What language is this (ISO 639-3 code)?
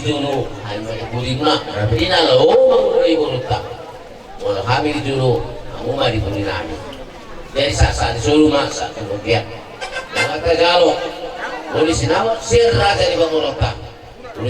bbc